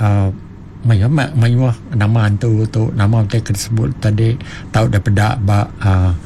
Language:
Iban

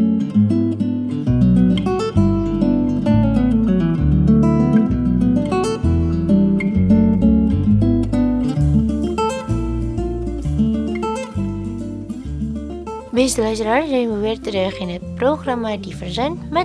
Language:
Dutch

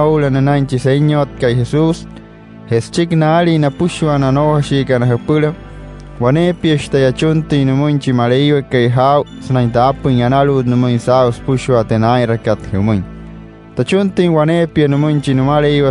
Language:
Wayuu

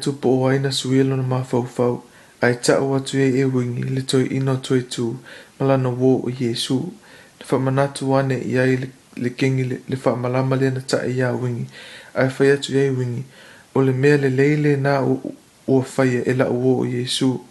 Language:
Samoan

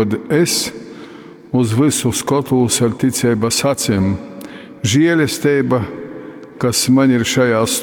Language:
Latgalian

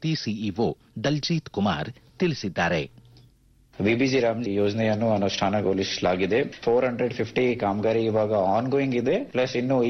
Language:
Kannada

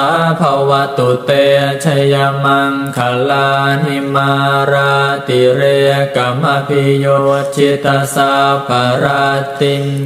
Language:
Pali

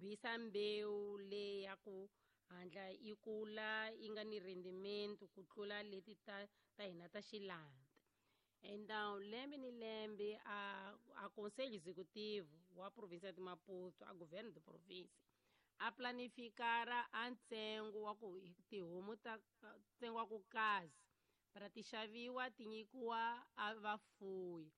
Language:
Tsonga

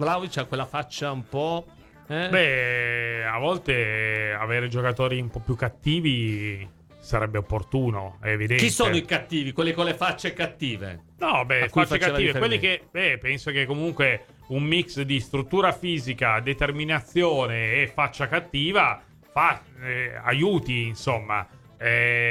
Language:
Italian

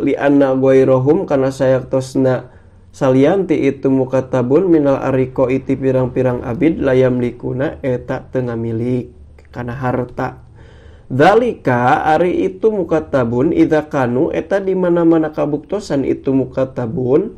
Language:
Sundanese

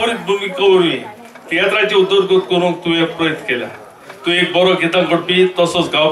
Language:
Konkani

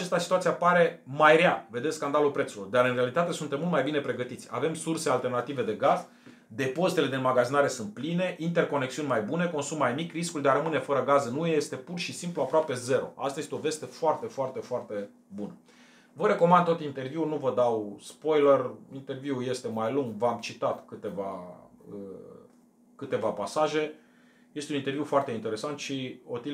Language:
Romanian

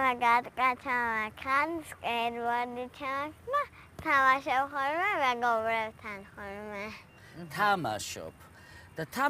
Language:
Georgian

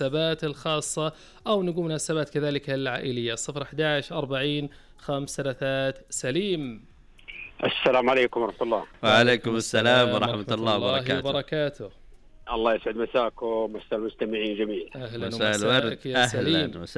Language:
Najdi Arabic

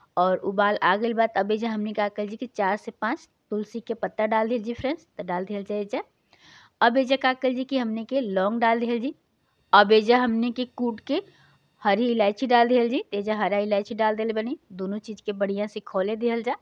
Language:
Bhojpuri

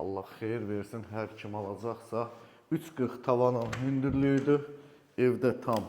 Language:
Azerbaijani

